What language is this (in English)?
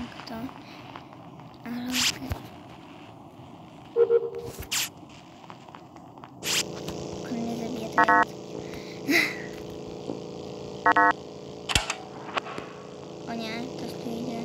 Polish